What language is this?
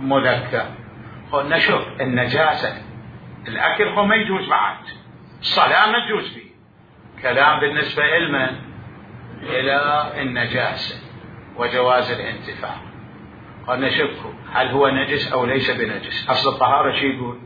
Mesopotamian Arabic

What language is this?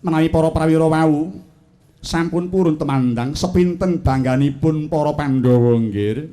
Javanese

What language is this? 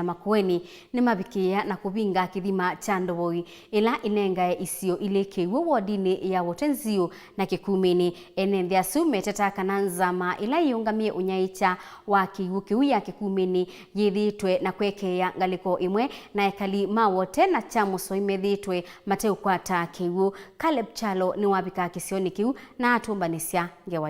Kamba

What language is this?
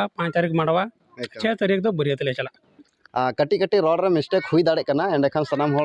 Santali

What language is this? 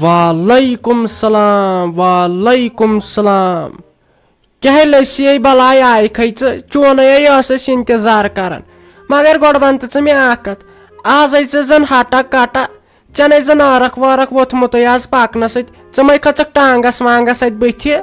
Kashmiri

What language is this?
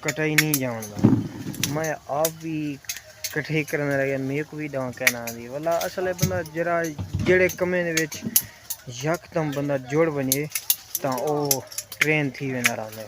Saraiki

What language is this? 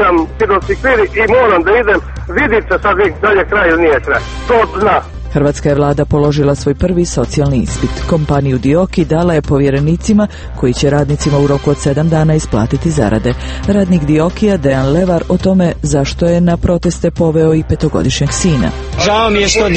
Croatian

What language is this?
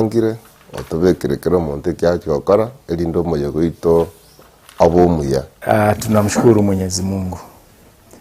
Gusii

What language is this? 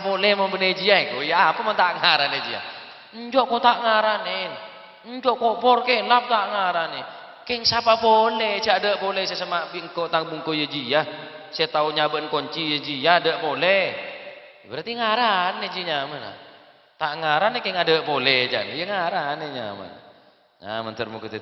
Madurese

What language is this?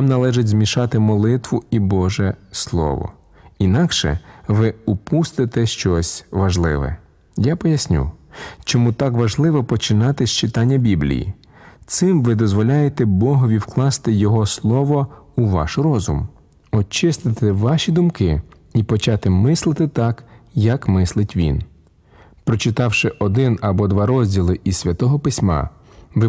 Ukrainian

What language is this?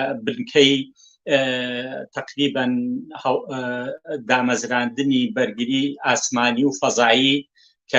Central Kurdish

